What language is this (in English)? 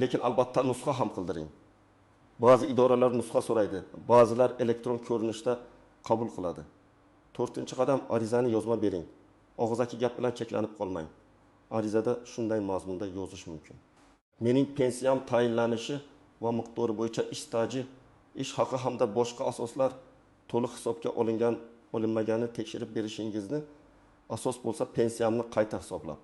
Uzbek